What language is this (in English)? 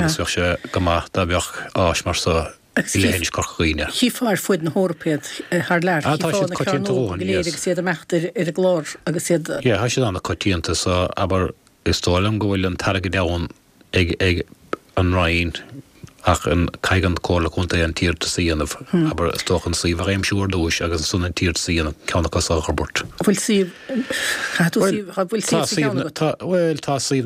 Irish